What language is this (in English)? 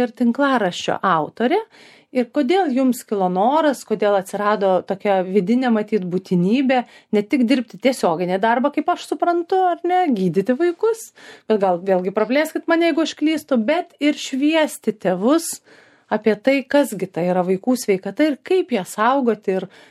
Lithuanian